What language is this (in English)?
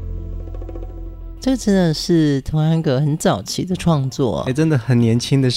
Chinese